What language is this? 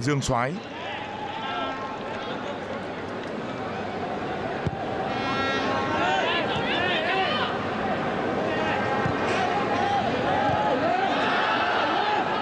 Vietnamese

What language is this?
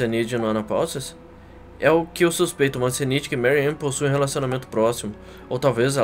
Portuguese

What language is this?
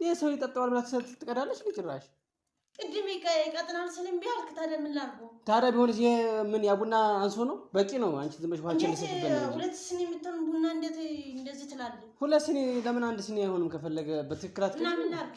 Amharic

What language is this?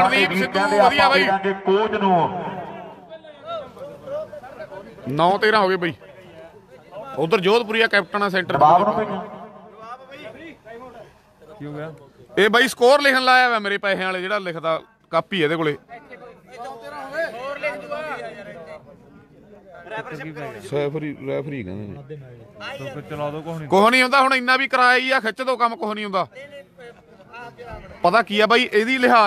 Punjabi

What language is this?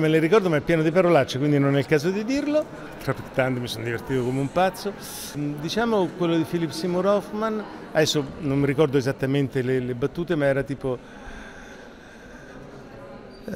Italian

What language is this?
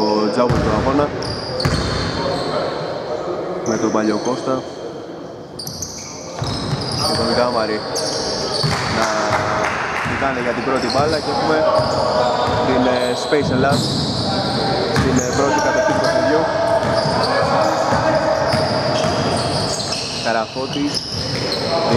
Greek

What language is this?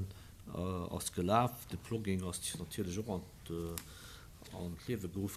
Luxembourgish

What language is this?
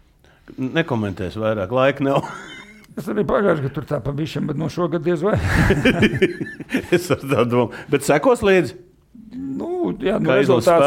Latvian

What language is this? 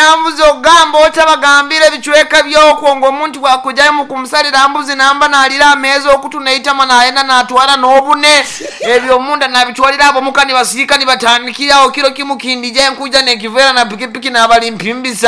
Nyankole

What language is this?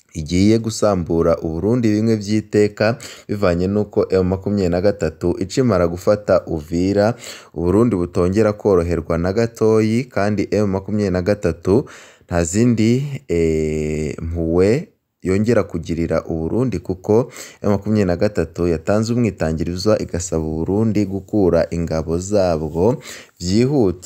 Rundi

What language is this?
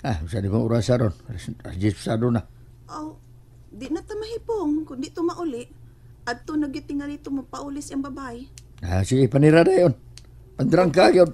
Cebuano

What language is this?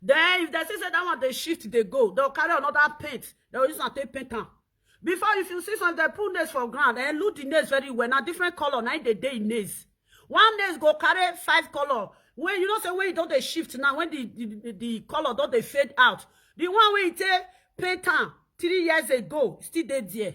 Nigerian Pidgin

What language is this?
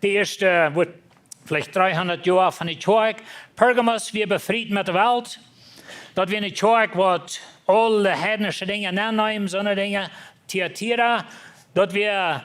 Plautdietsch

